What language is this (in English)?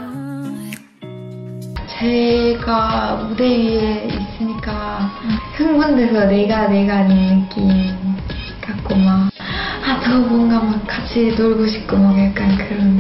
Korean